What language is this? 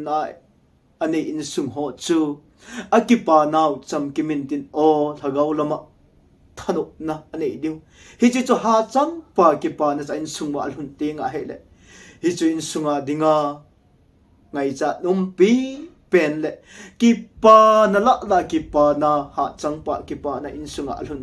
Thado Chin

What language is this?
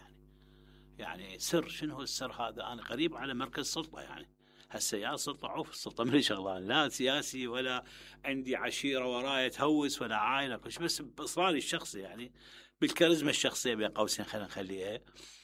Mesopotamian Arabic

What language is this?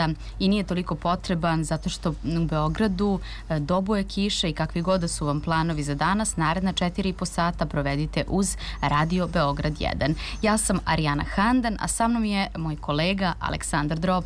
Serbian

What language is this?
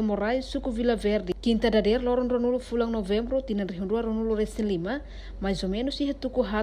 Tetum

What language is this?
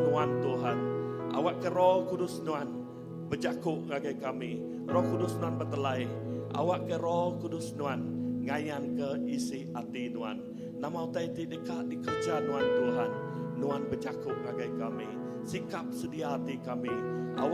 Iban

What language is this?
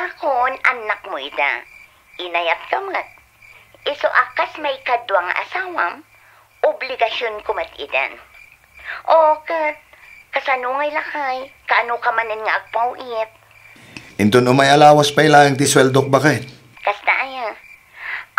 Iloko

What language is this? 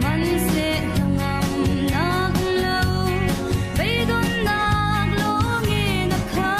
Falam Chin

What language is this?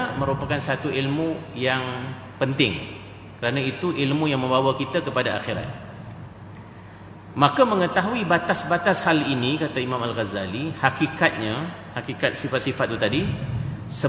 Malay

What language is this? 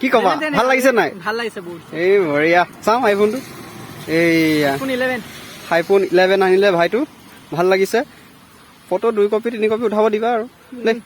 Assamese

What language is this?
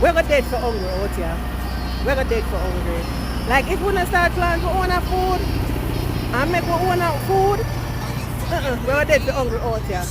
Jamaican Creole English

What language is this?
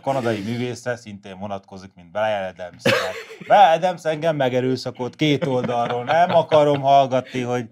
Hungarian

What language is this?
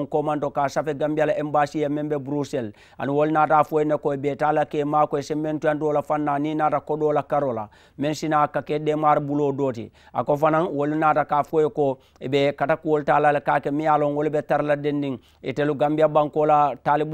Mandingo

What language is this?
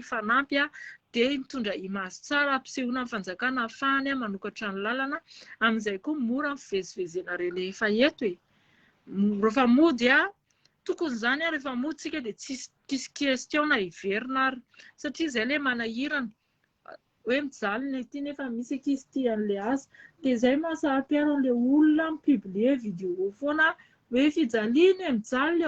Malagasy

